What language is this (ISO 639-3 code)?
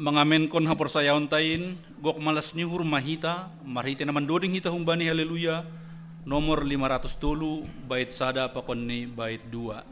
bts